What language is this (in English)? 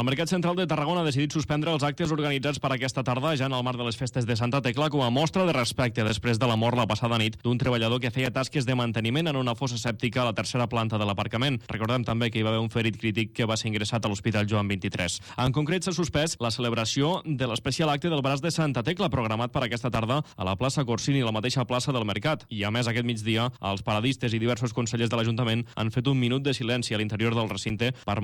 Catalan